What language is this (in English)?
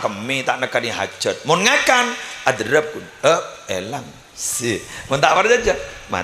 Madurese